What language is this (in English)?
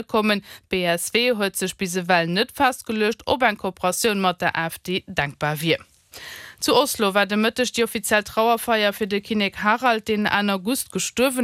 Luxembourgish